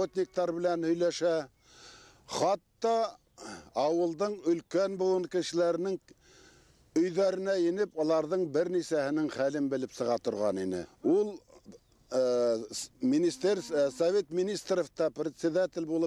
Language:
Bashkir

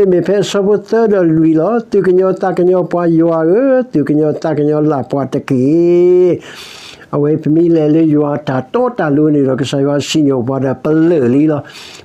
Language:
S'gaw Karen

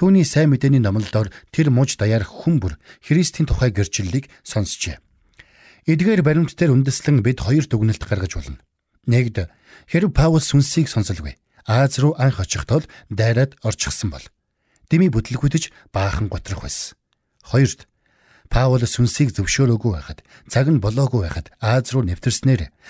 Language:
Mongolian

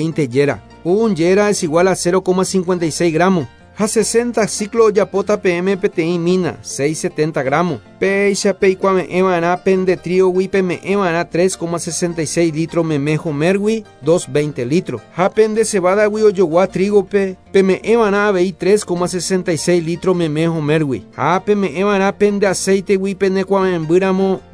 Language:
Guarani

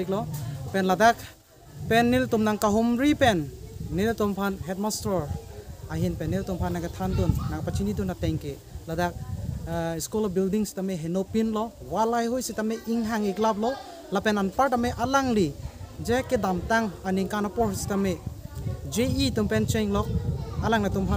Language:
Karbi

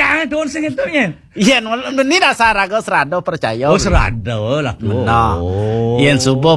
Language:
Balinese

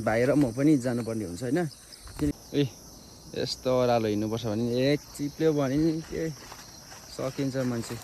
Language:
Nepali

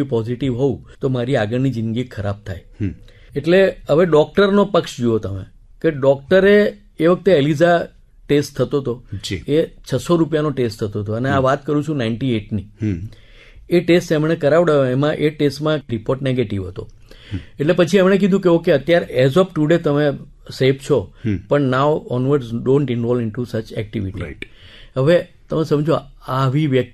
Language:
Gujarati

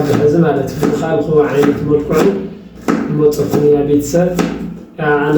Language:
Tigrinya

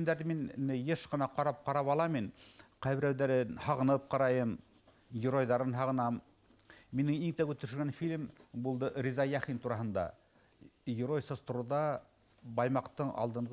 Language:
Bashkir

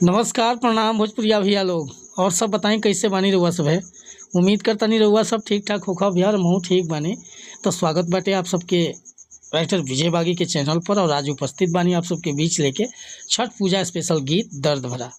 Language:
Bhojpuri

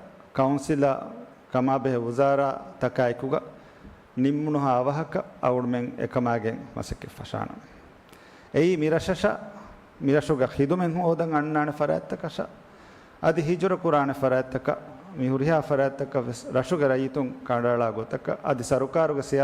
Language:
Divehi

